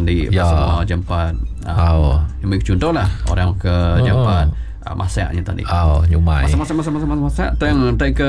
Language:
Iban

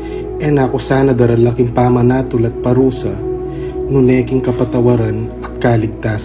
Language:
Pampanga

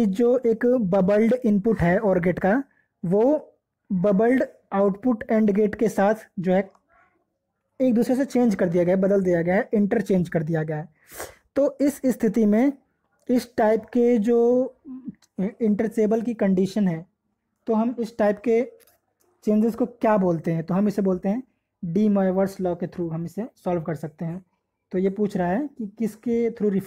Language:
Hindi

